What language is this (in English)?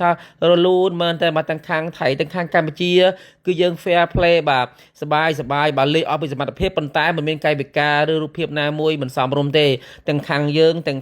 Khmer